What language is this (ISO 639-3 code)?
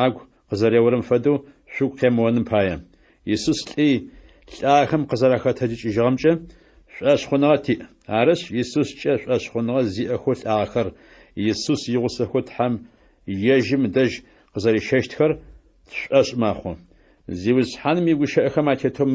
ady